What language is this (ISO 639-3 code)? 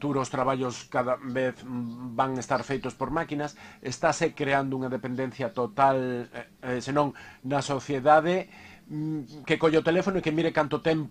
glg